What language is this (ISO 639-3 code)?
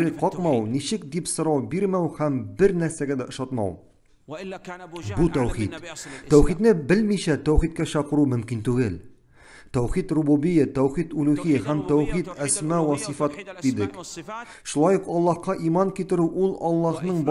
tat